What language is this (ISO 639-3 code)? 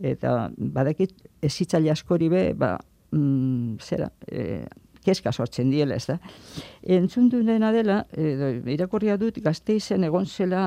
eus